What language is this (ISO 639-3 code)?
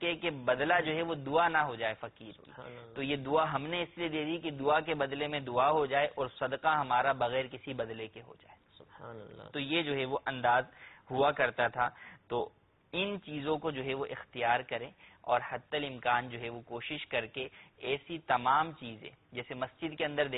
urd